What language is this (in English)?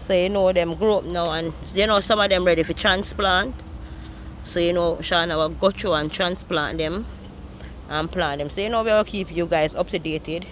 Jamaican Creole English